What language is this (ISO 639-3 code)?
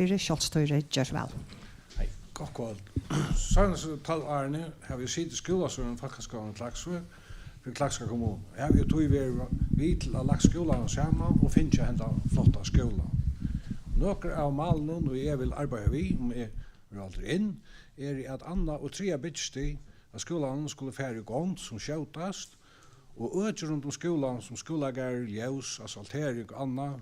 fao